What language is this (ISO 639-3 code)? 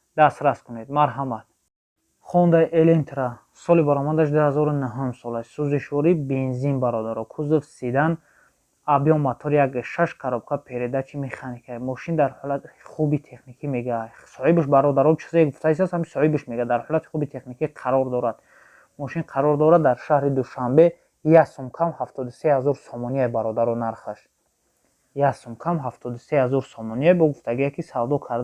tgk